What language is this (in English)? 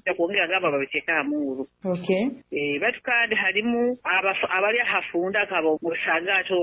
Nyoro